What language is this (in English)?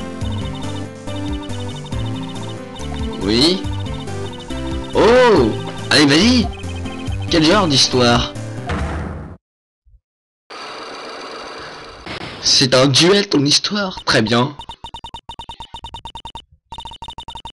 French